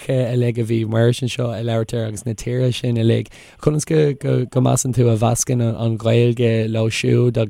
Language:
Irish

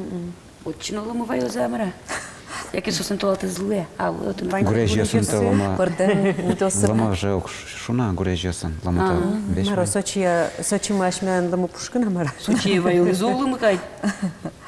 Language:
Udmurt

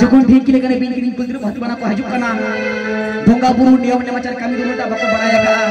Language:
Santali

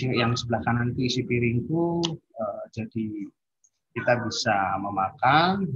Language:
Indonesian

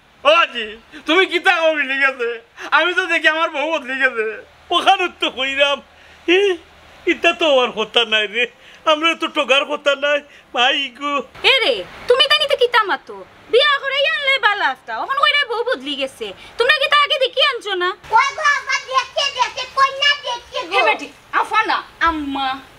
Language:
Sylheti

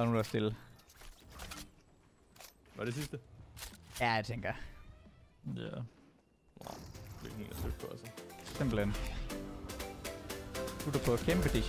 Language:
Danish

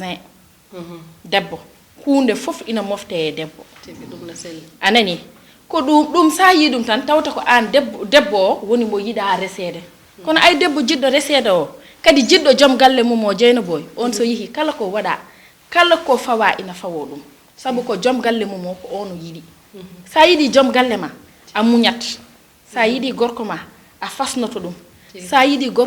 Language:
Fula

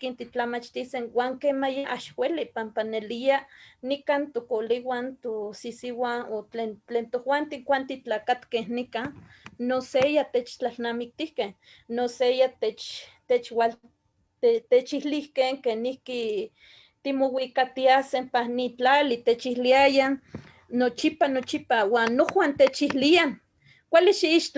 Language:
Eastern Huasteca Nahuatl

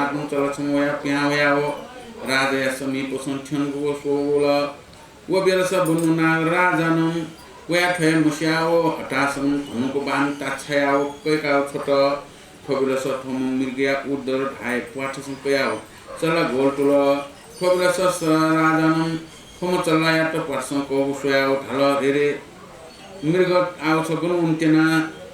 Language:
Newari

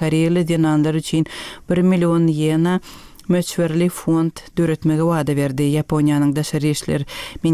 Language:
Turkmen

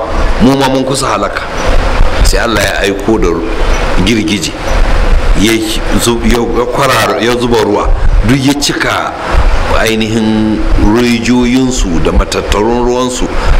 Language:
Hausa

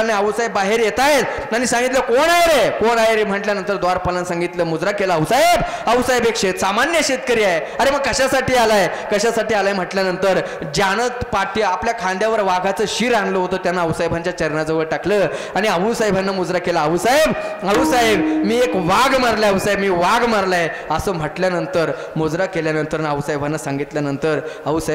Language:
Marathi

